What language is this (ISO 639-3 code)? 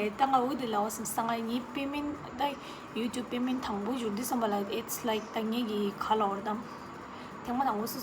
bod